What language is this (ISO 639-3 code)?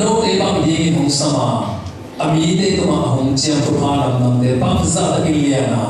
ctd